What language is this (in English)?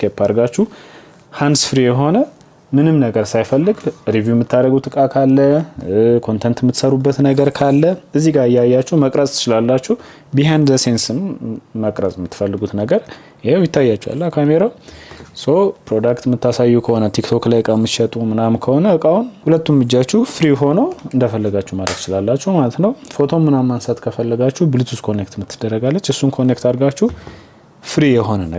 Amharic